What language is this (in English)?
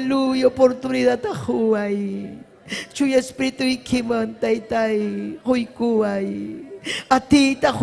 Ayacucho Quechua